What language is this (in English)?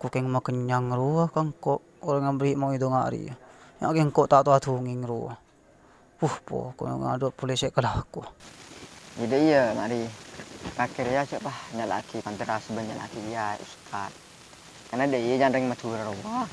Madurese